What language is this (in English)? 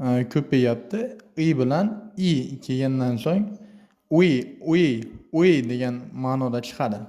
Uzbek